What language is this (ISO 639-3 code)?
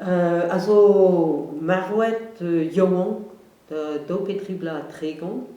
bre